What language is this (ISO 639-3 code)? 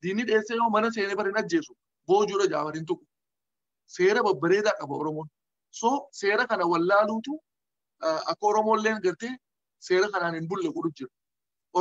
orm